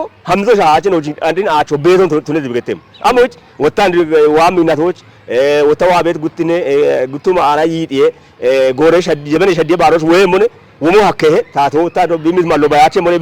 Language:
Kafa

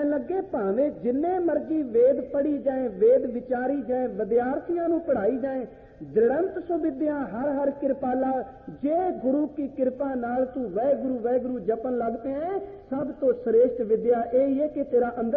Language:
Punjabi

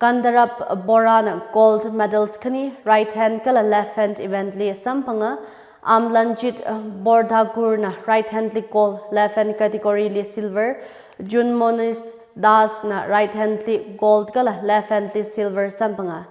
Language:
Tangkhul Naga (India)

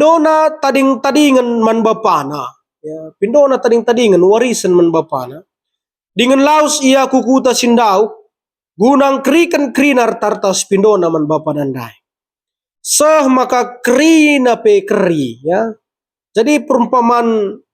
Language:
Batak Karo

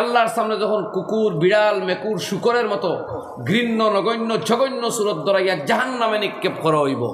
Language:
Sylheti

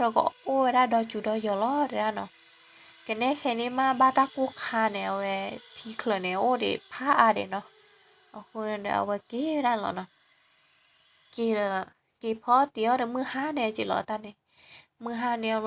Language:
S'gaw Karen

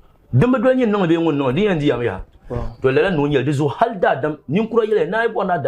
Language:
Dagbani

